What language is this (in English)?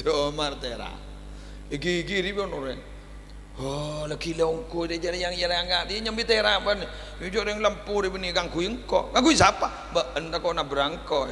Madurese